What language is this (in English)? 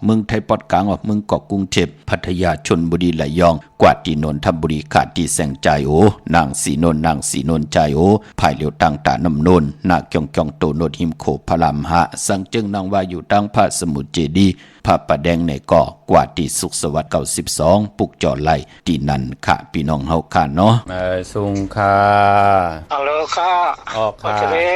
Shan